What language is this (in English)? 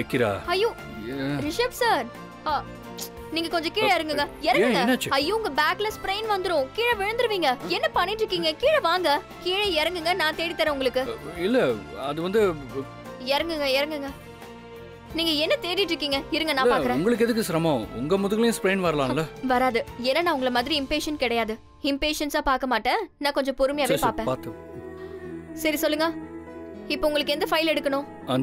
Tamil